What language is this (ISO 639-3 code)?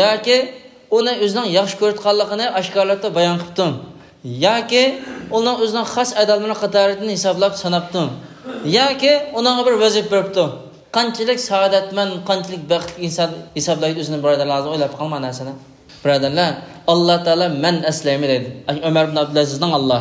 uig